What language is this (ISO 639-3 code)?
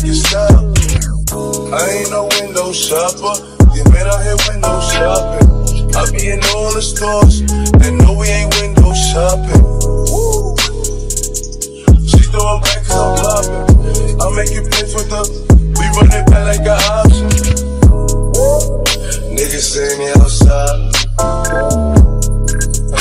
eng